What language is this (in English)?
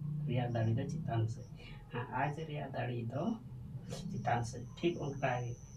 Santali